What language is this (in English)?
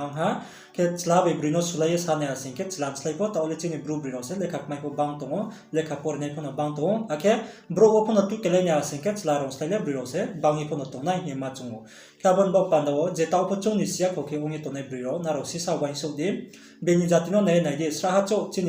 Riang (India)